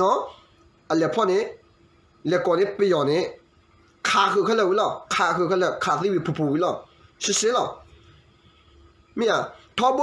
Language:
S'gaw Karen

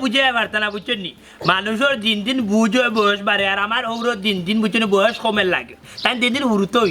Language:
Sylheti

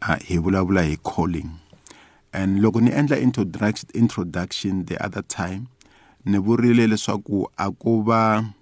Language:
Tsonga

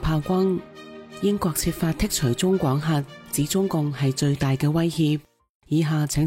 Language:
Cantonese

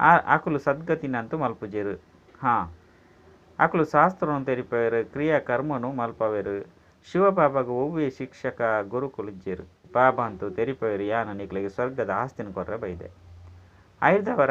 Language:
Tulu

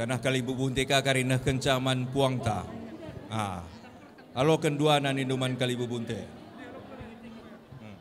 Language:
Batak Karo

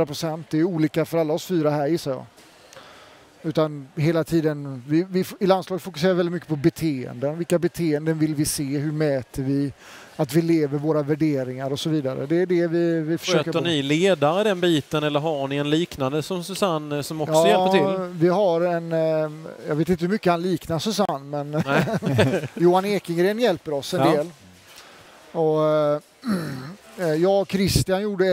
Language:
Swedish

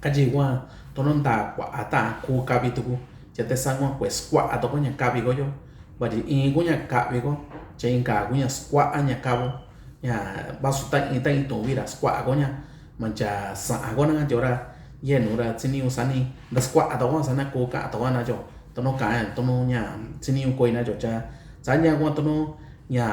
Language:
Mixtepec Mixtec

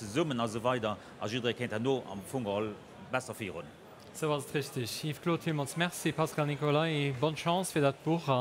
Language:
Luxembourgish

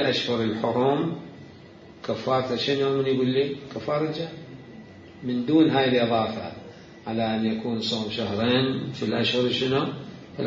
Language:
Mesopotamian Arabic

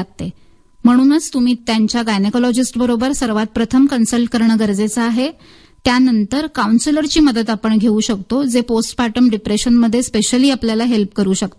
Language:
Marathi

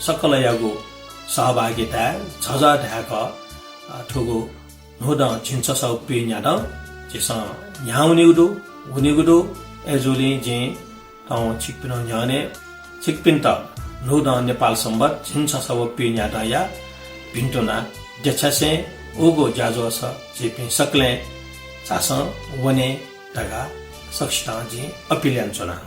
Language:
Newari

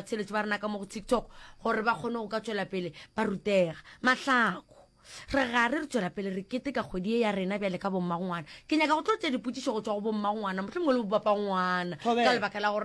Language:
Northern Sotho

